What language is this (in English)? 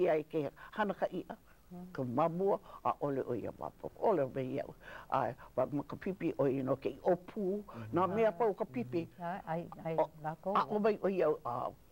Hawaiian